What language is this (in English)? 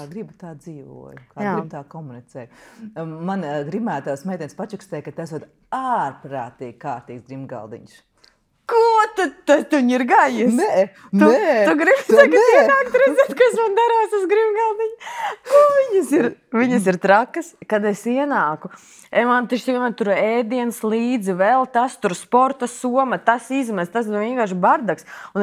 Latvian